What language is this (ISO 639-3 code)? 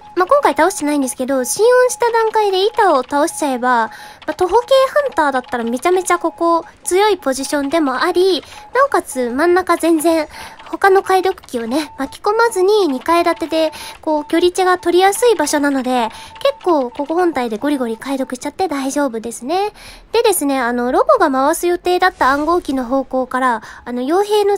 jpn